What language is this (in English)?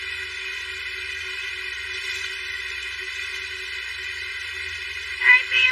Vietnamese